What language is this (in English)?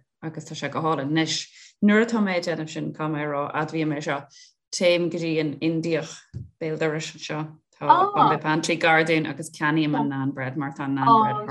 Irish